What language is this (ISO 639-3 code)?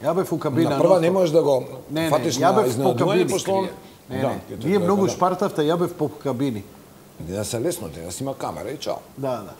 mkd